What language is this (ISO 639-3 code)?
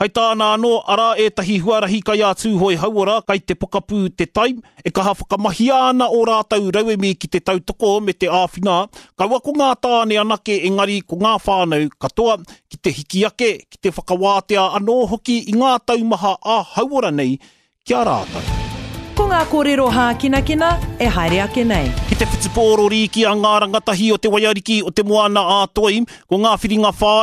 mri